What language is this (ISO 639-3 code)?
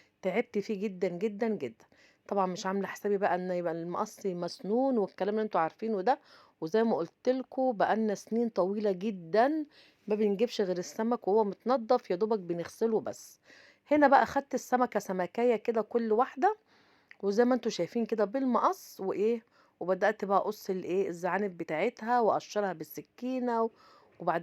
arz